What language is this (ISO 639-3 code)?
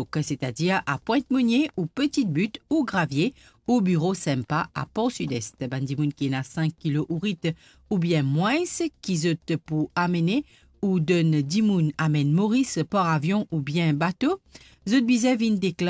mfe